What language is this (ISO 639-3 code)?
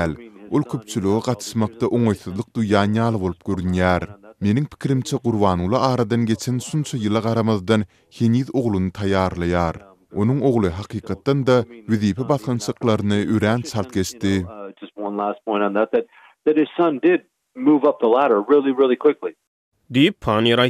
tuk